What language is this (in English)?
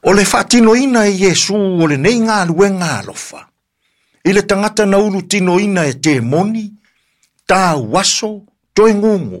Samoan